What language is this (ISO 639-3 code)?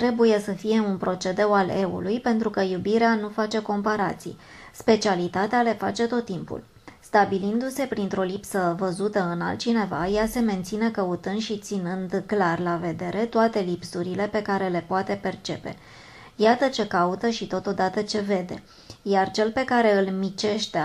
ron